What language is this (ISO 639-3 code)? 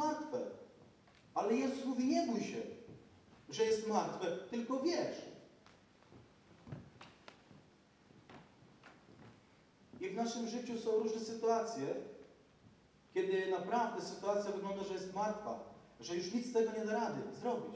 pol